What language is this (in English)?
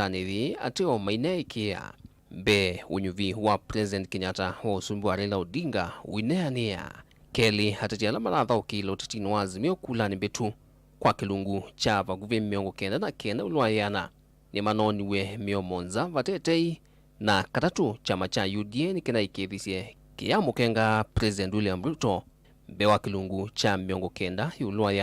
Kamba